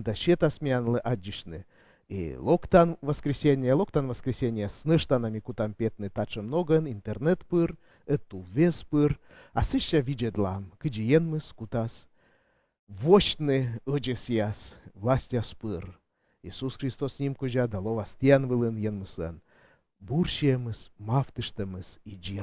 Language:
Komi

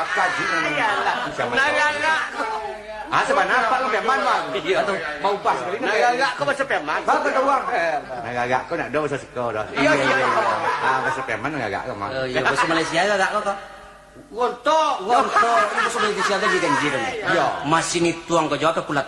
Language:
Minangkabau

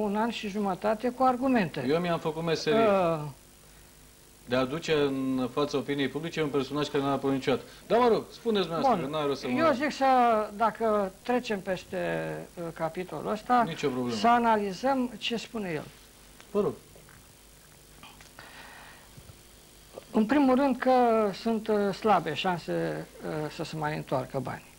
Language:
Romanian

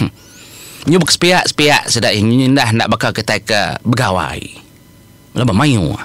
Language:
Iban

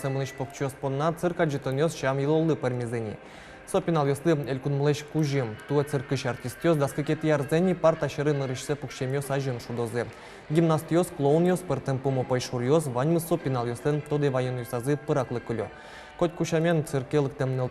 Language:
Udmurt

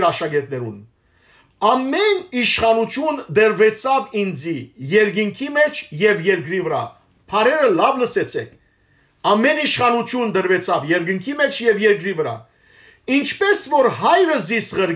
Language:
Western Armenian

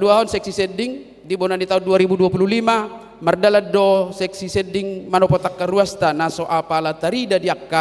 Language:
Batak Toba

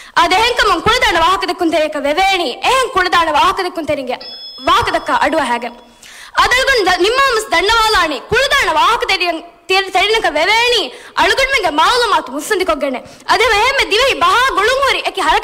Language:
Divehi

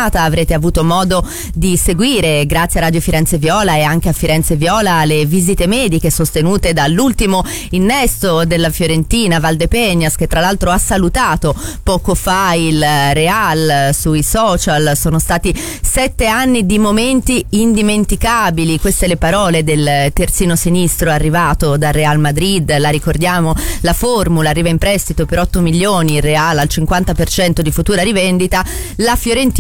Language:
Italian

